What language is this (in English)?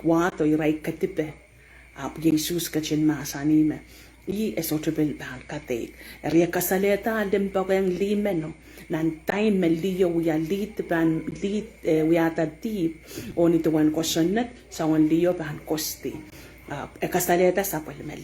Pohnpeian